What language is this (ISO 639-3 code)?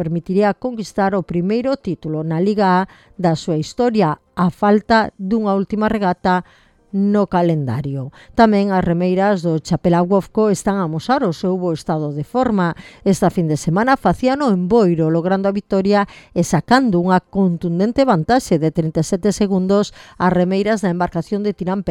glg